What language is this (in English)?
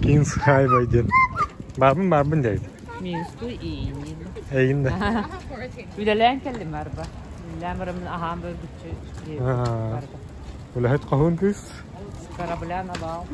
Yakut